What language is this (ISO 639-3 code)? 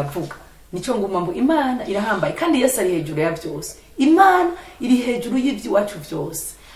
run